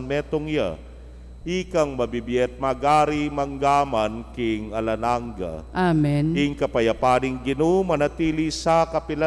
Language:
Pampanga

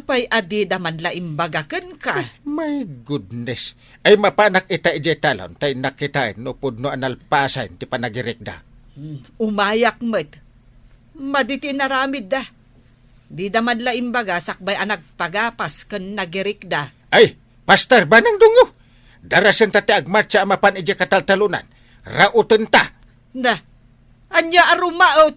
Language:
Iloko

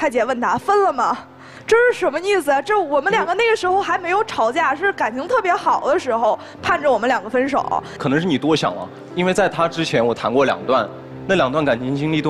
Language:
Chinese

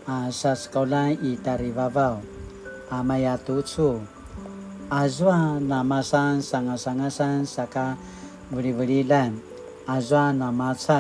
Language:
Paiwan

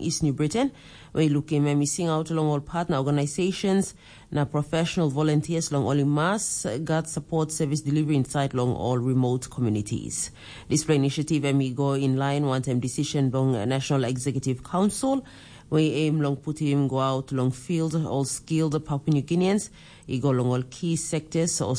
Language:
Tok Pisin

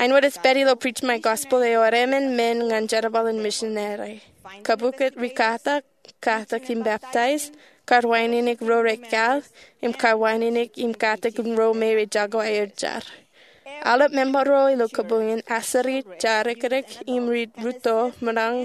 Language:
Marshallese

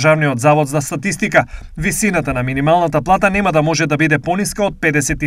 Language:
Macedonian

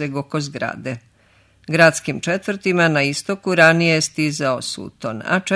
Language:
Serbian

